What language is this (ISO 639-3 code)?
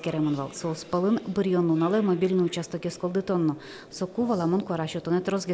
udm